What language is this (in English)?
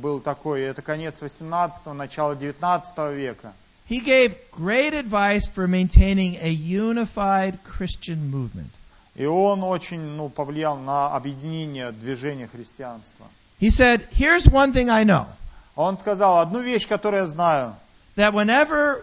Russian